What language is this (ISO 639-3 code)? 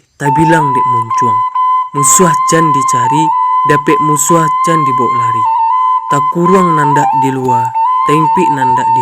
min